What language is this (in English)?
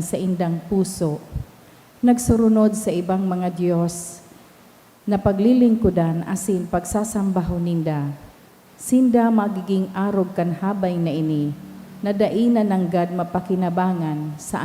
Bikol